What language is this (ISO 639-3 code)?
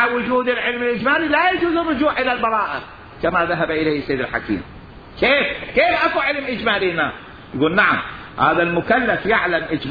acm